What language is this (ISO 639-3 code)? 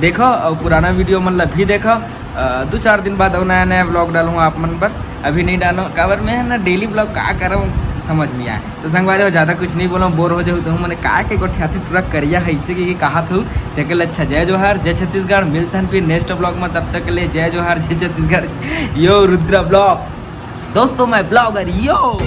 hne